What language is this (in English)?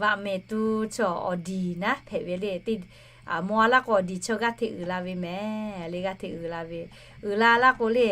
Lahu